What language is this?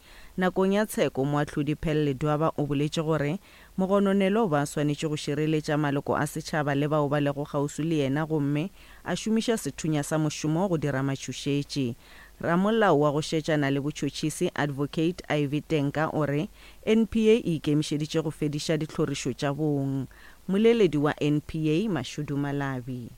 Northern Sotho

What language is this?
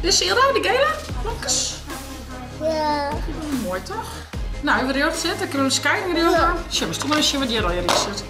Western Frisian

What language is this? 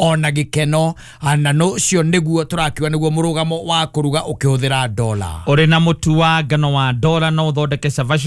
Kikuyu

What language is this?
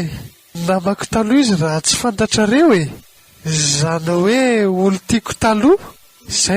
Malagasy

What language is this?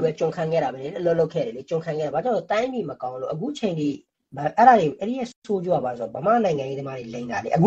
Burmese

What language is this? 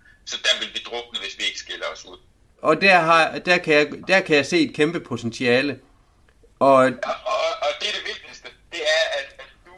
Danish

